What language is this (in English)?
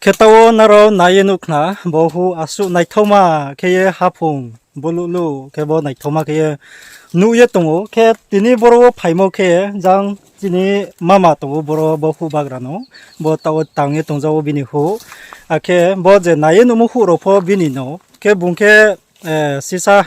Riang (India)